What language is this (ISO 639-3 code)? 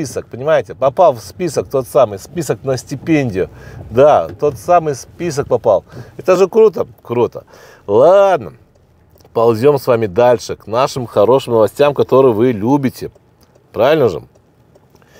rus